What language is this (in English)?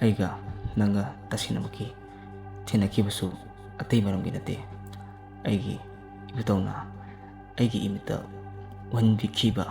Manipuri